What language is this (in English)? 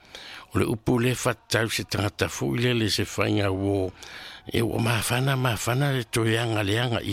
Samoan